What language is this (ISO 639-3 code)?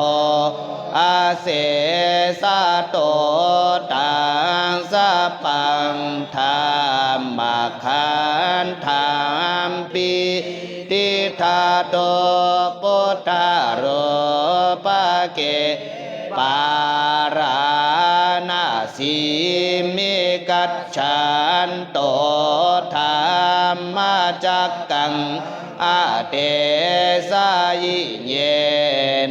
pli